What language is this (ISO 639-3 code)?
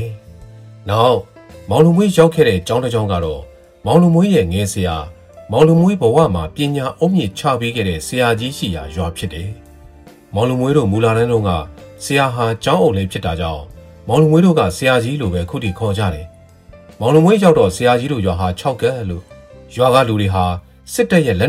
mya